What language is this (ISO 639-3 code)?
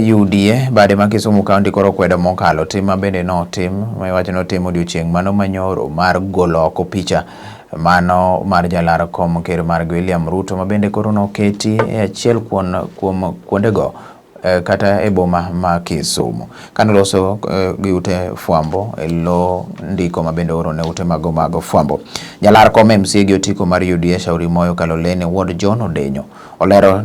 luo